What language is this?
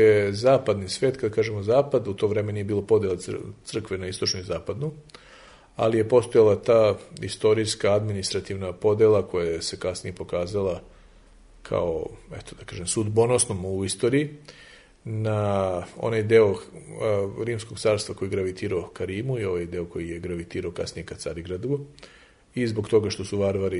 Serbian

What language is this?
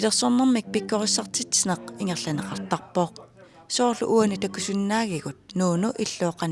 Kalaallisut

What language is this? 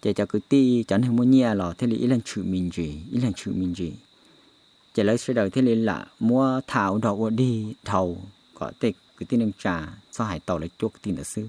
Hmong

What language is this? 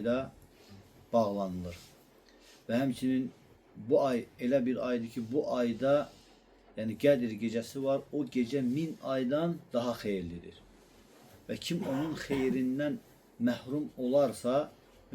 Azerbaijani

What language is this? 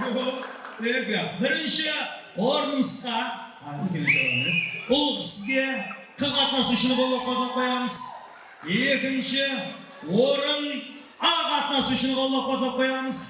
Kara-Kalpak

